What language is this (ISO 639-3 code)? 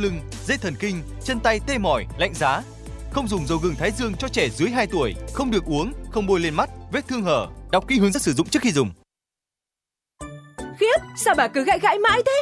vie